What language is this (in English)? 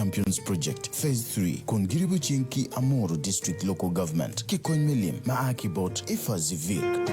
Acoli